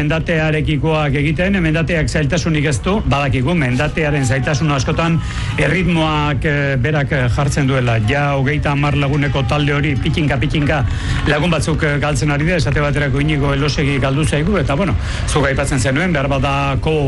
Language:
Basque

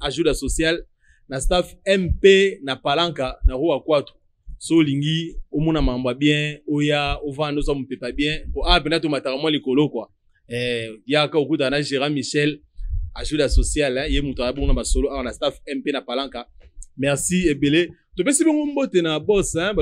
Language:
Lingala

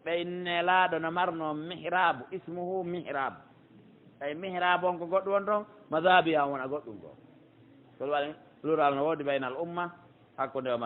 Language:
Pular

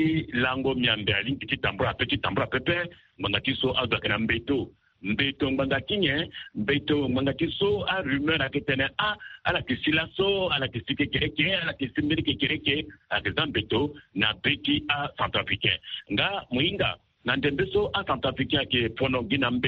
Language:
Sango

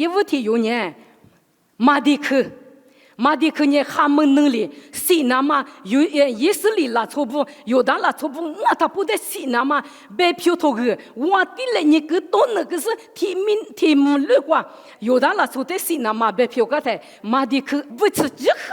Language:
Lisu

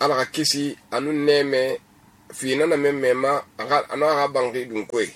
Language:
Susu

